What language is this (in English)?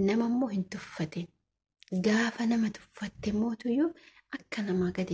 Oromo